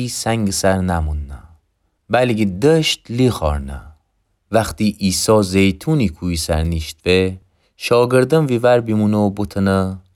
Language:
Gilaki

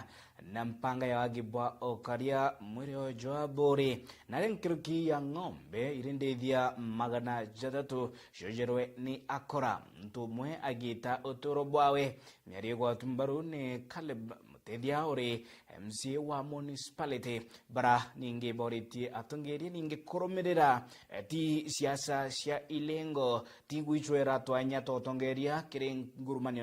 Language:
Meru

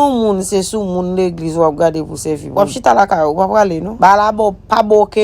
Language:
Haitian Creole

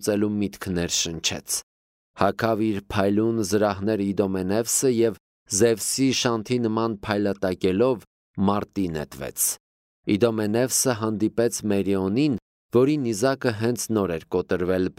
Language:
Armenian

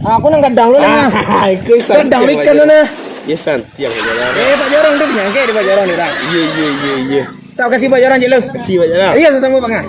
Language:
Minangkabau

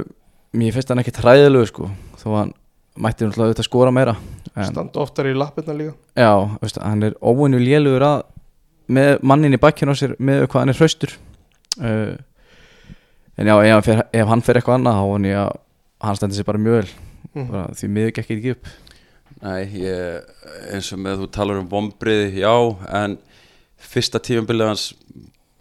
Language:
Icelandic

